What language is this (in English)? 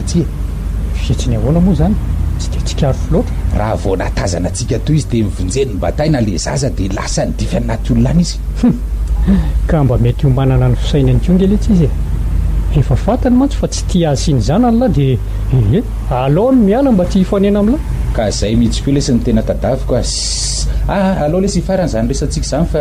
Malagasy